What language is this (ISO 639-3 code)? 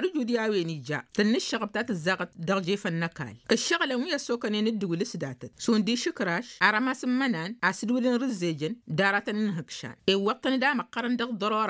taq